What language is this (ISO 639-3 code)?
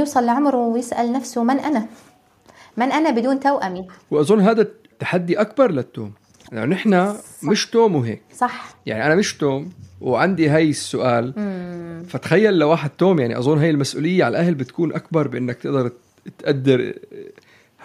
apc